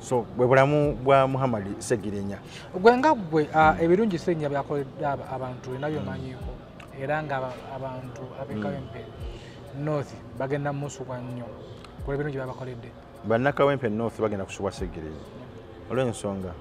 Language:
Ganda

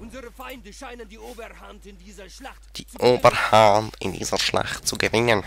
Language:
Swiss German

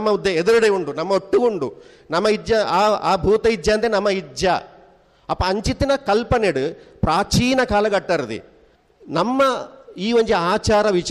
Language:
Tulu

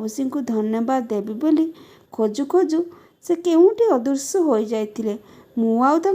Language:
Odia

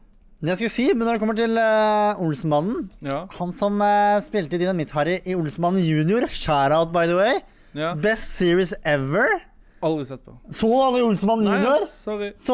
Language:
Norwegian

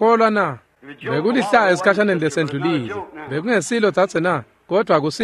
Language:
Swati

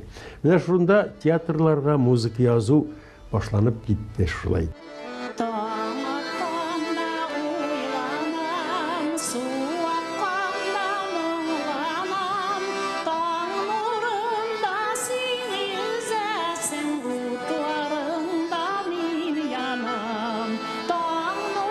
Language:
Tatar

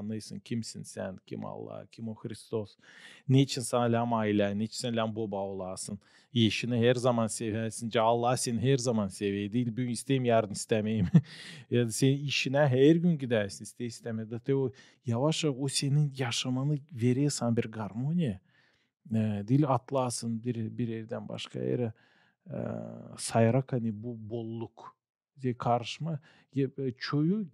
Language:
Gagauz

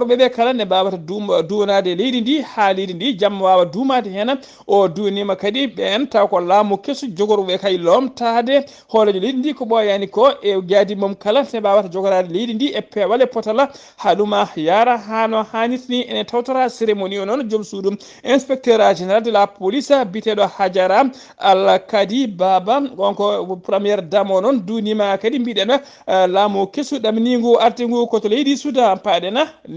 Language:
Fula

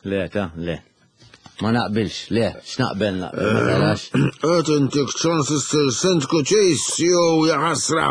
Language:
Maltese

